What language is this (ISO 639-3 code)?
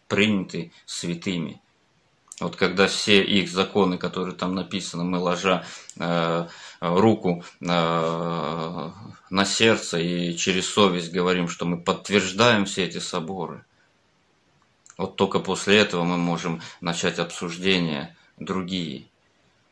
rus